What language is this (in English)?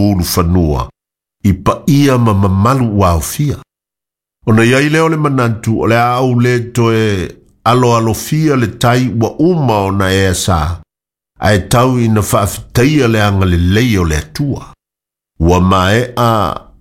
Samoan